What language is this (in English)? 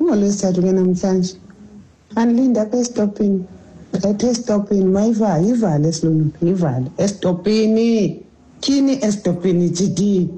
Xhosa